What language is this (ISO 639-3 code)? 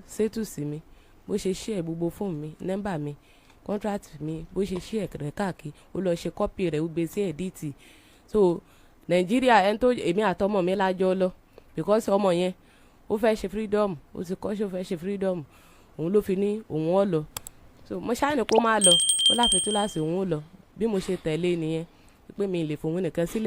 yor